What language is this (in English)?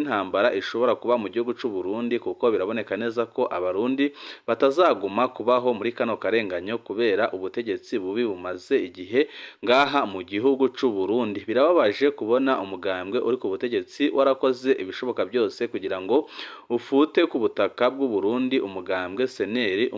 Rundi